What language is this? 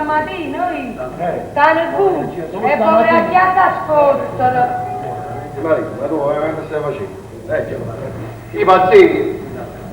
Neapolitan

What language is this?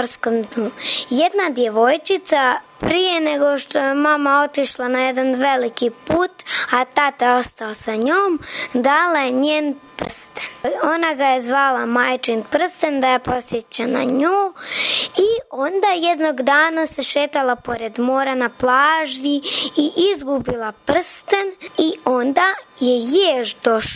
Serbian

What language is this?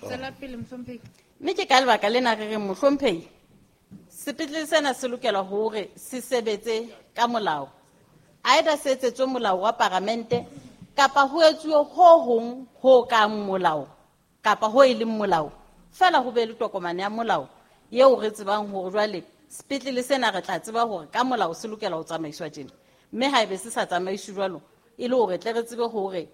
Southern Sotho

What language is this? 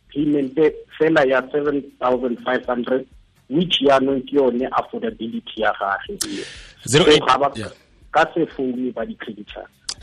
Tswana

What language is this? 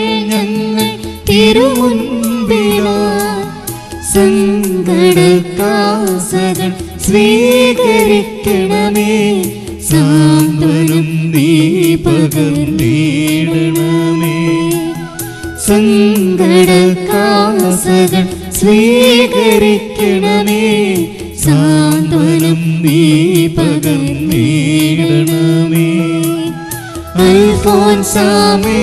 Malayalam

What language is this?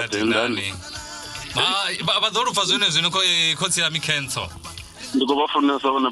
Venda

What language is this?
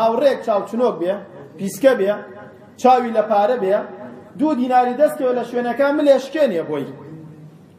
Central Kurdish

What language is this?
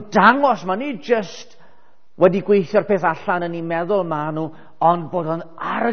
Welsh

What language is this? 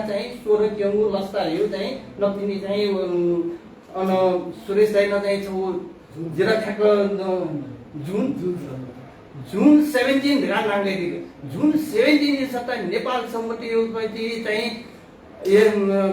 Newari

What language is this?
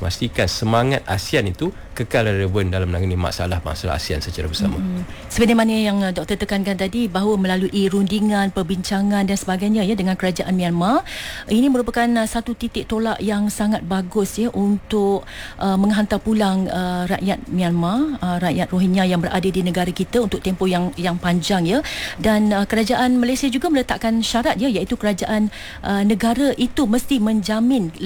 Malay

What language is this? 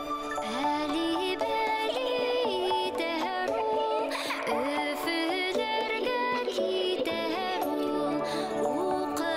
Bashkir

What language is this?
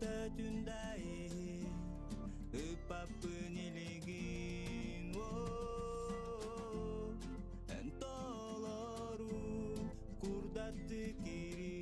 Yakut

